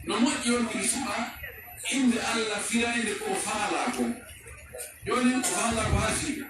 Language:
Pular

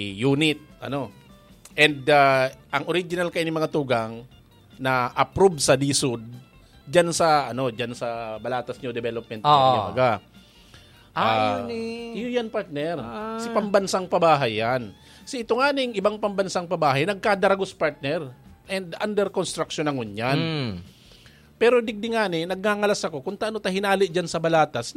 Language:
Bikol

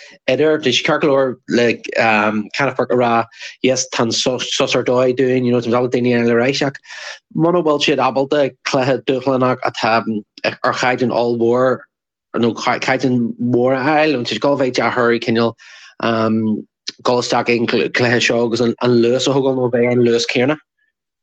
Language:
Irish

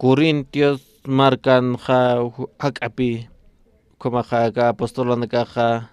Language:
Aymara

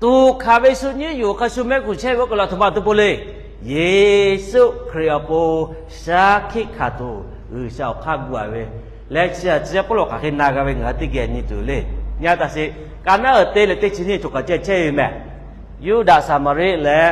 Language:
Lahu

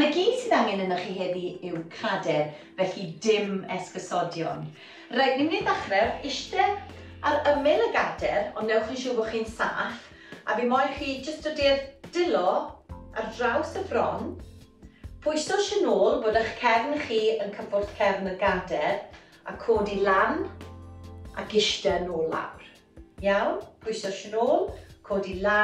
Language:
Welsh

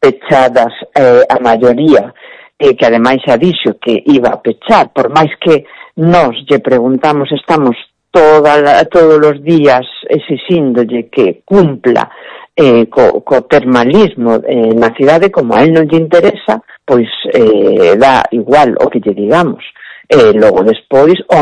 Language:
Galician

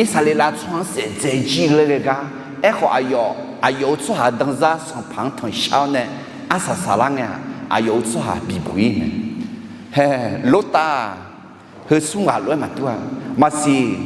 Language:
Akha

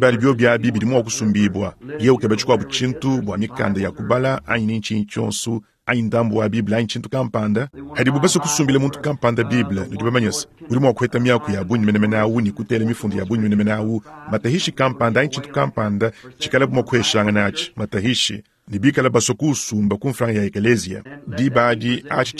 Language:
Luba-Lulua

